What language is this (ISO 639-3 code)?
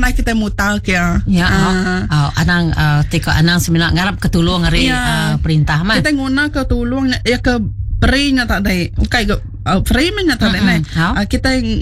iba